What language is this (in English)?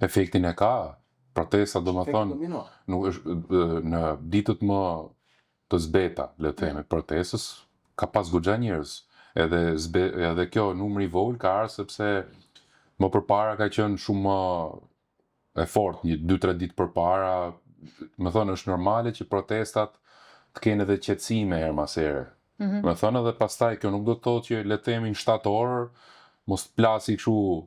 Albanian